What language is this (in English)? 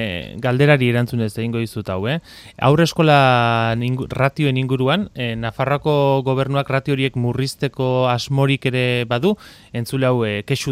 Basque